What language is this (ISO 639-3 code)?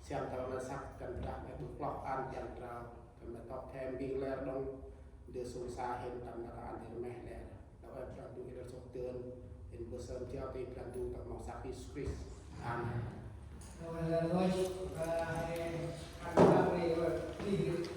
cmo